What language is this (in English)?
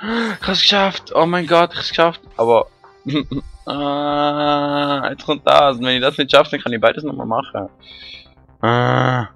Swiss German